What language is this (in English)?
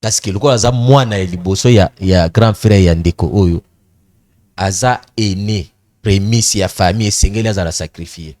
Lingala